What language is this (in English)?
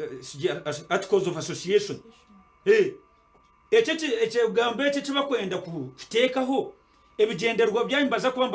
Nyankole